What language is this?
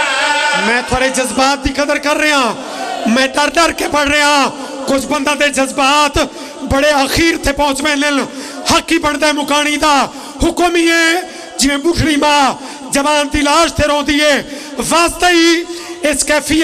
Pahari-Potwari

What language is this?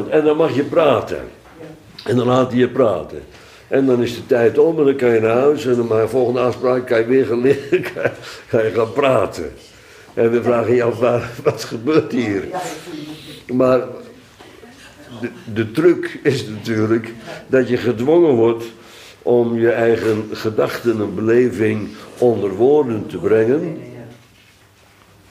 Dutch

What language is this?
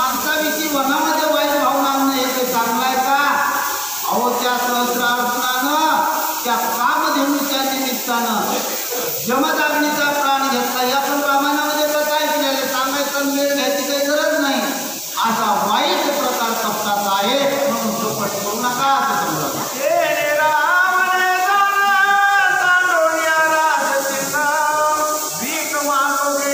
Marathi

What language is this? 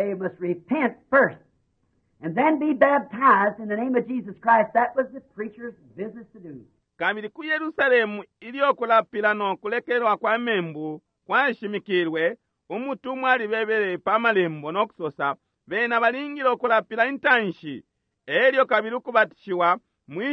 Bemba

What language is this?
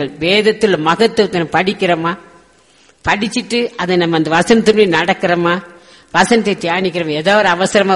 Tamil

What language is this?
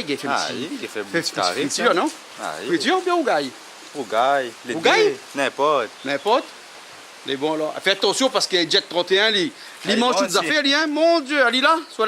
Réunion Creole French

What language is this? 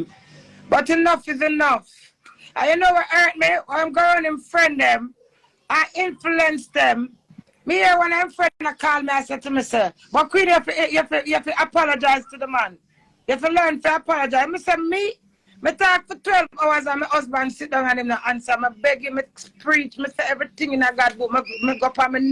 Jamaican Creole English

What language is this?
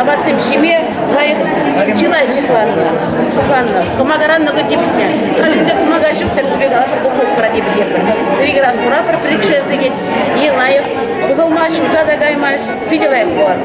Chuvash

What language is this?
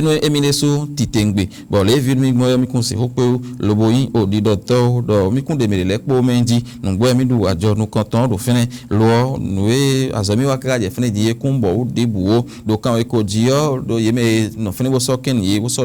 Fon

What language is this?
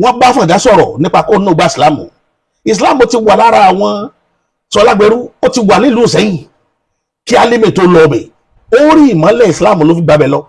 Yoruba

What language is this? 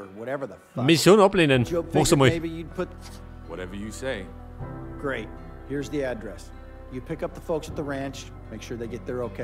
Bavarian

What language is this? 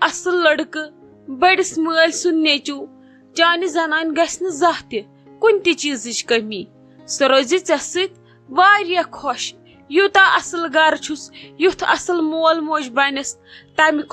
Kashmiri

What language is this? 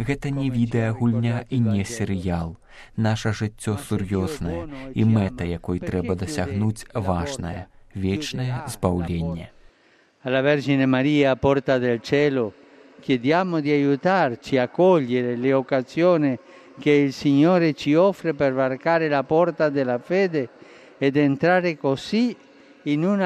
Belarusian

